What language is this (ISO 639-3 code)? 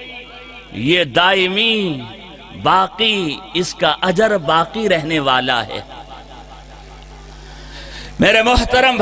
urd